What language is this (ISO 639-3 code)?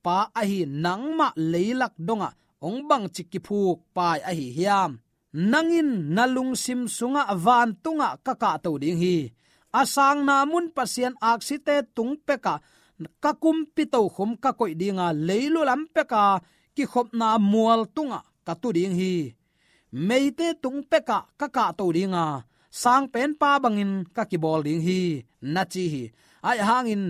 ctd